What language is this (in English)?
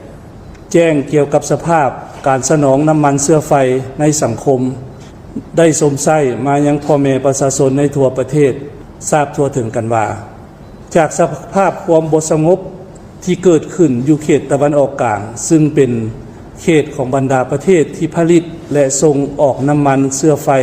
Lao